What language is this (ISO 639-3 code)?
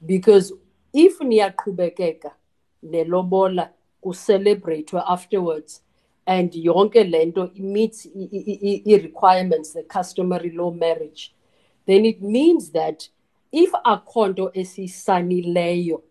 xho